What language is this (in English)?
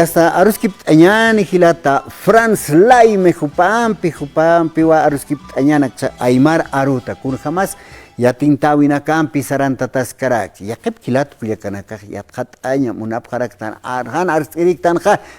Aymara